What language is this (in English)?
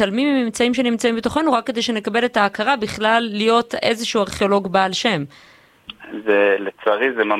Hebrew